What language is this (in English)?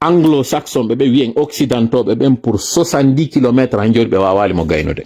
Fula